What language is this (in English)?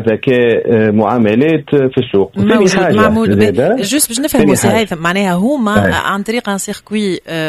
Tunisian Arabic